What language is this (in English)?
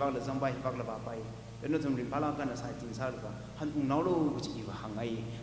Tangkhul Naga (India)